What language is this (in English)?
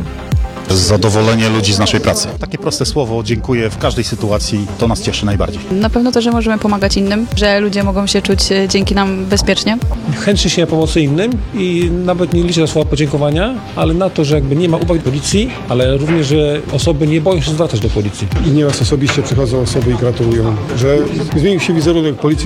Polish